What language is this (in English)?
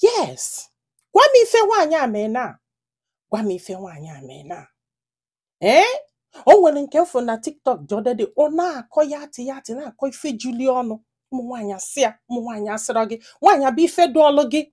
Igbo